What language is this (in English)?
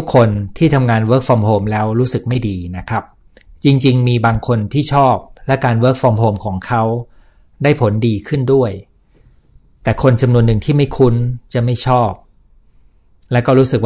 Thai